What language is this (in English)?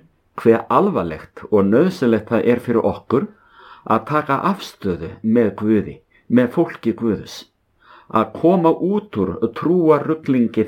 Icelandic